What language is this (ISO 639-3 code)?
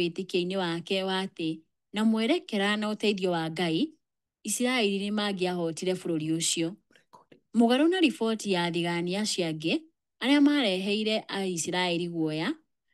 kik